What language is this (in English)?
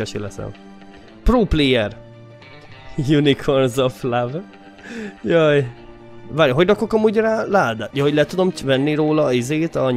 Hungarian